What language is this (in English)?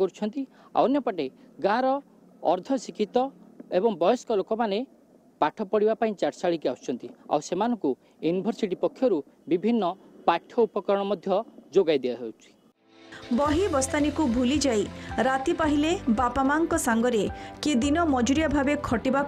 Odia